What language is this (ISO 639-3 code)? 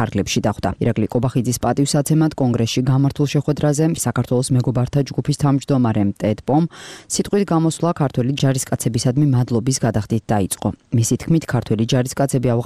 kat